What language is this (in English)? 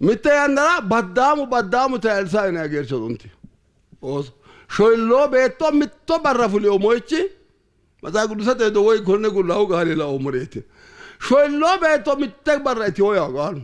Sidamo